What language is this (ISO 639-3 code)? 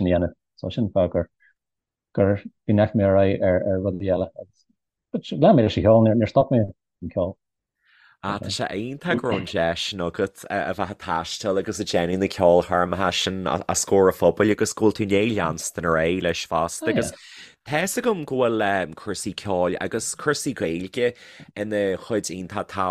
gle